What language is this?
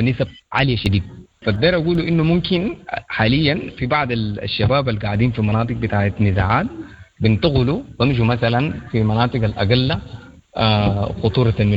Sudanese Arabic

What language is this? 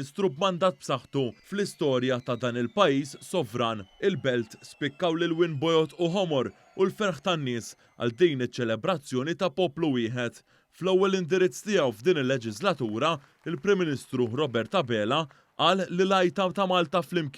Maltese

